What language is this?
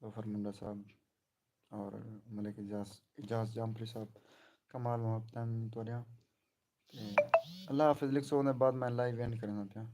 Saraiki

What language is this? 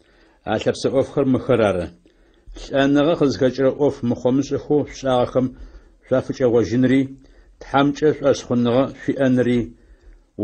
Adyghe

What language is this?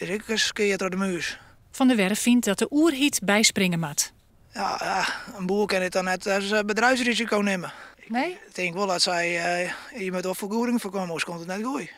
Western Frisian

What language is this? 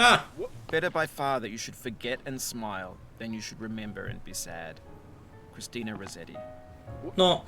Rusyn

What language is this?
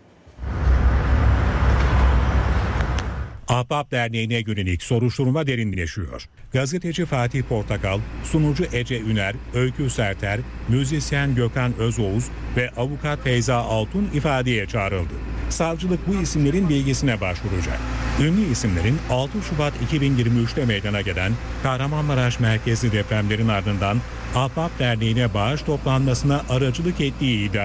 Turkish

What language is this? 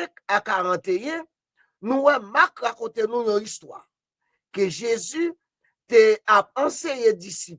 Haitian Creole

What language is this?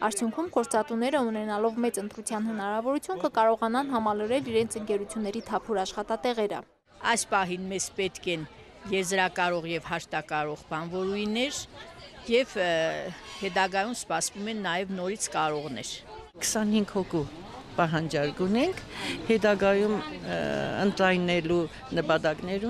Armenian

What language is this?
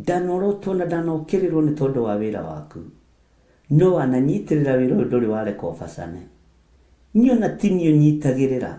Kikuyu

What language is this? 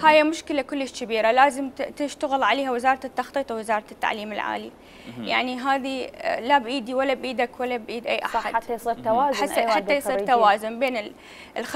Mesopotamian Arabic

